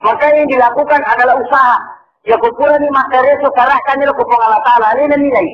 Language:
Buginese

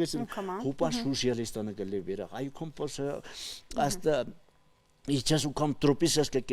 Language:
Aymara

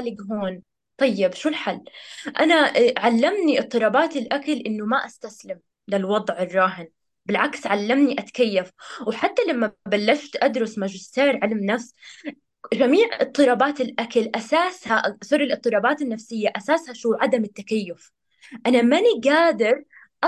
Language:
North Levantine Arabic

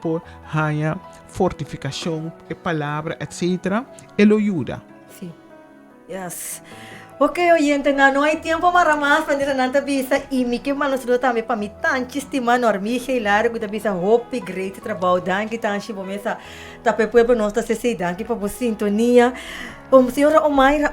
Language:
Papiamento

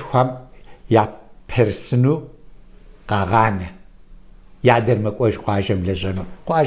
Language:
Kabardian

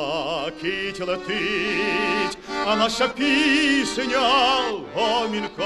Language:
Ukrainian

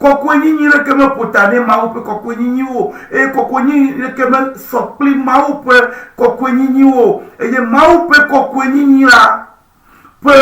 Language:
Ewe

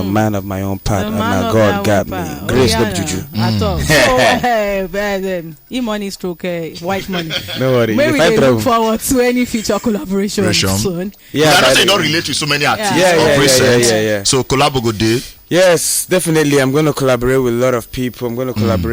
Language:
Nigerian Pidgin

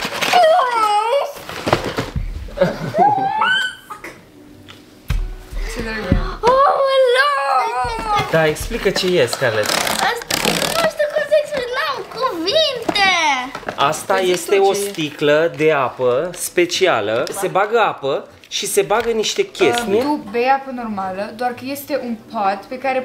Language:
Romanian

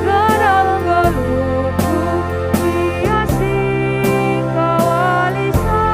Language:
Batak Karo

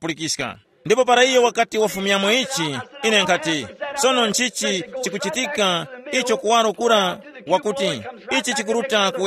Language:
Tumbuka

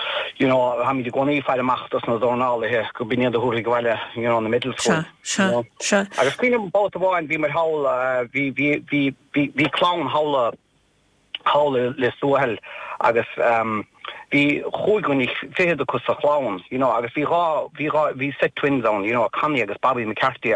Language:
Irish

